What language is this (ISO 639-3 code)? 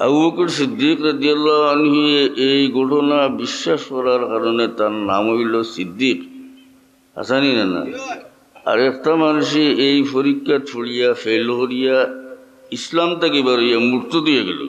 syl